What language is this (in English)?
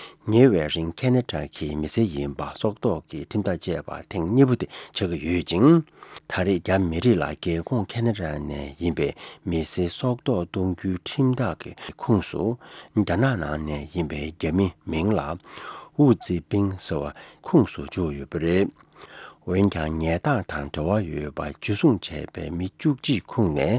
Tibetan